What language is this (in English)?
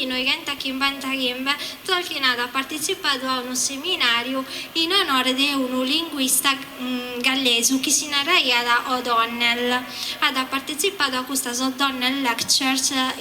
Sardinian